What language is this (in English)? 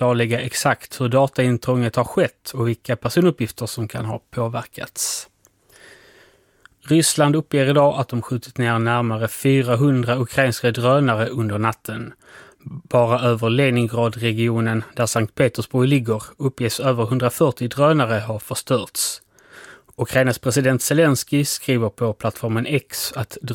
Swedish